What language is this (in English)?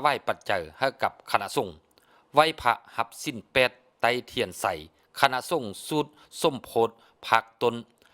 Lao